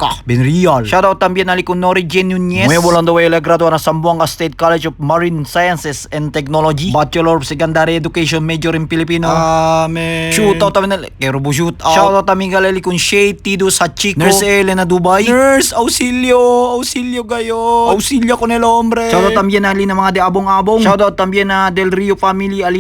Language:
Chavacano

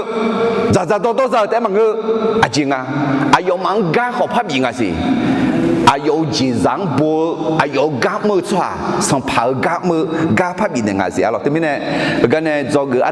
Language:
Akha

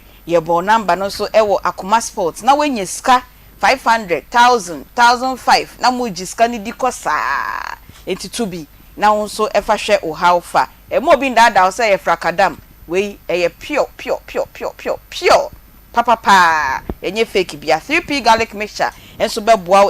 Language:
Akan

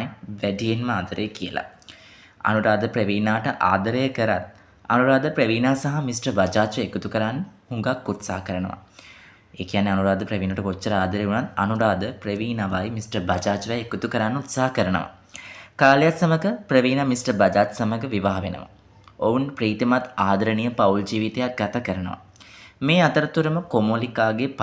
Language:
Sinhala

